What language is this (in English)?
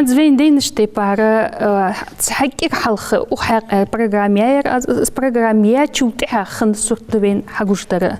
Ingush